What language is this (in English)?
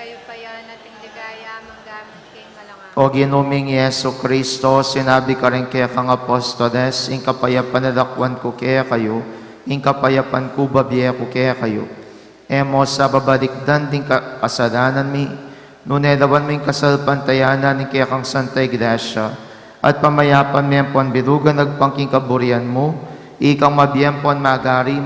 Pampanga